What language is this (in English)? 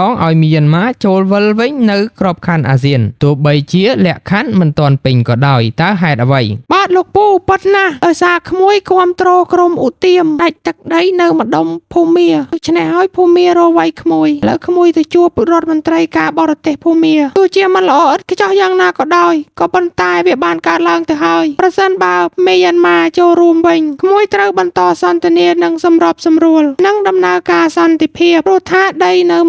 Khmer